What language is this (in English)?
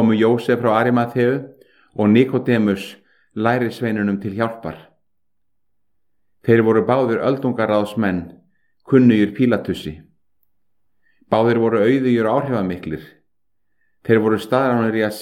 Icelandic